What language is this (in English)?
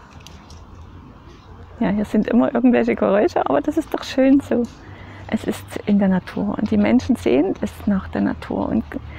German